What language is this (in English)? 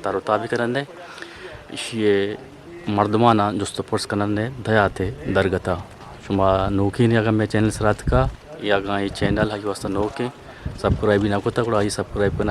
Eastern Balochi